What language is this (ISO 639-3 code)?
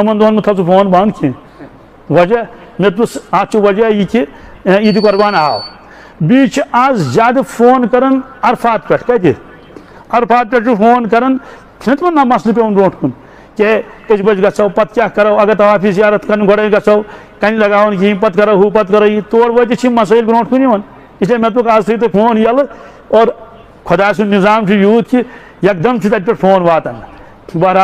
kas